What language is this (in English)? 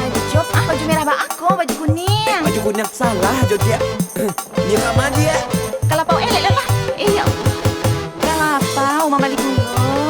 Minangkabau